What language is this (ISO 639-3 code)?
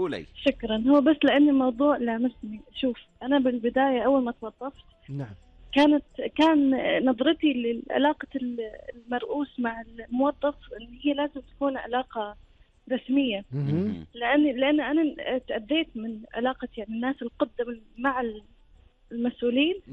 afb